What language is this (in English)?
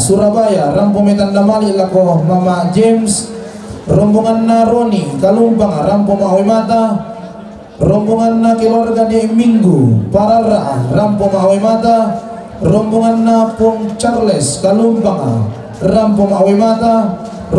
Toraja-Sa'dan